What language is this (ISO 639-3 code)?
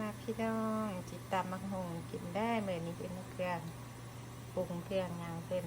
lao